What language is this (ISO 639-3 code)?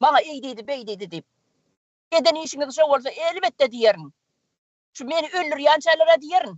tuk